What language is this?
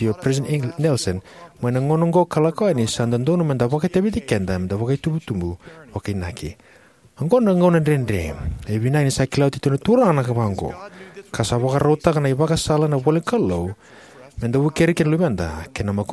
Fijian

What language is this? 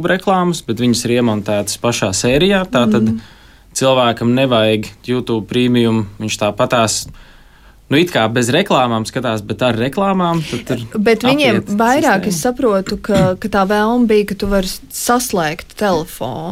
Latvian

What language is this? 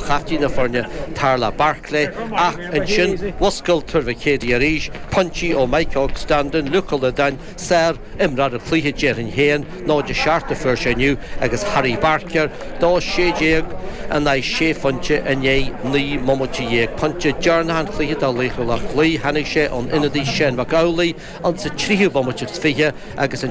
Irish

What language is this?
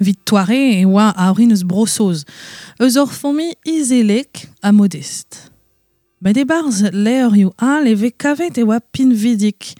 Breton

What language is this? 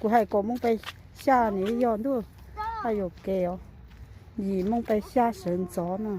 Hmong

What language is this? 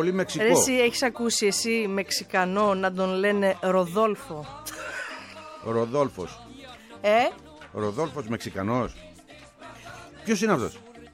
Greek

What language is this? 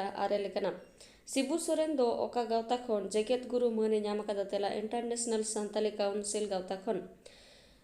Santali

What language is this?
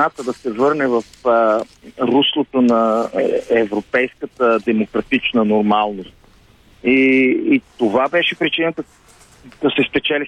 Bulgarian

